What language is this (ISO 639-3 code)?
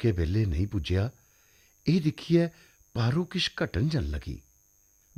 doi